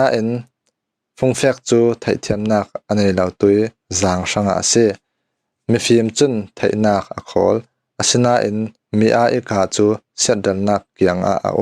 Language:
Falam Chin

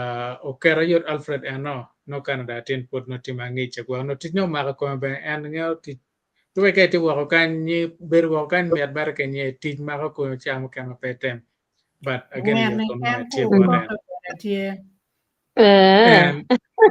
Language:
Acoli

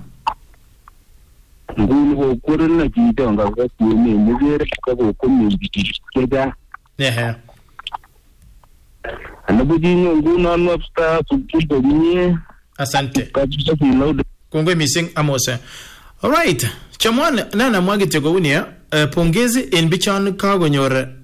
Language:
Swahili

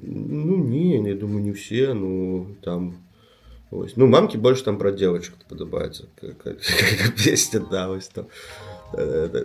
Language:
Belarusian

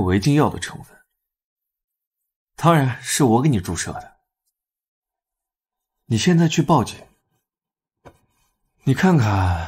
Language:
Chinese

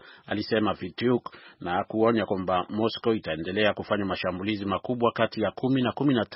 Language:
Swahili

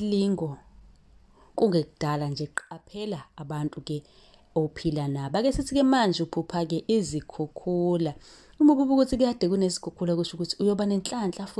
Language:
Zulu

